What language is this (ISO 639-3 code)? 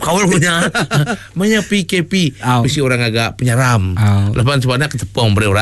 iba